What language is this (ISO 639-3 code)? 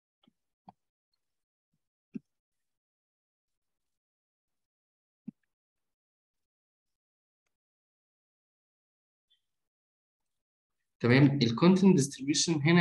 arz